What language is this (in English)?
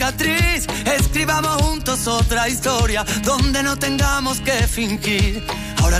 Spanish